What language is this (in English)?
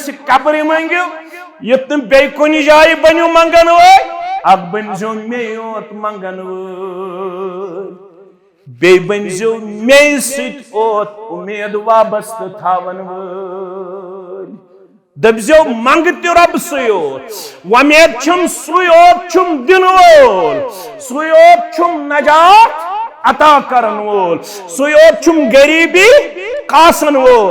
Kashmiri